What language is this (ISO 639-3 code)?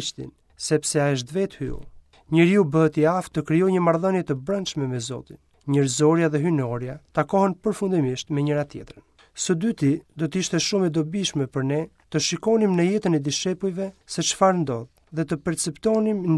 sqi